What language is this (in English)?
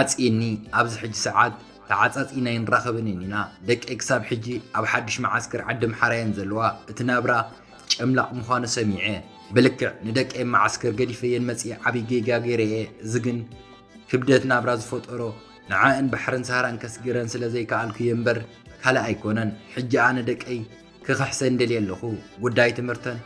Tigrinya